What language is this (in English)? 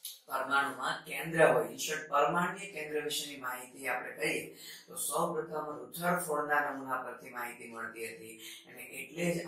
Gujarati